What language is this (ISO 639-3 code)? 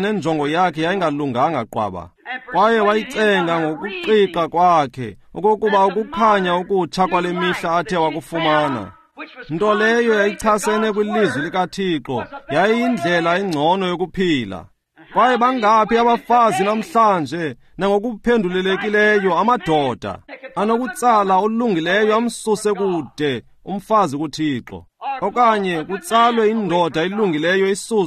xho